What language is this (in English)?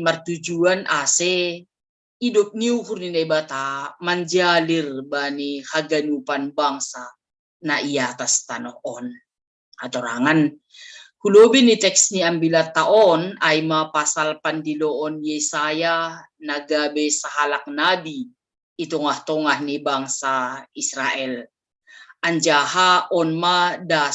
Batak Simalungun